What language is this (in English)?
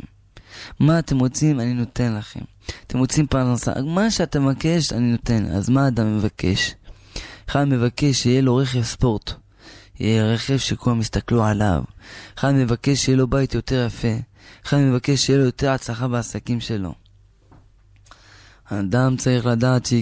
Hebrew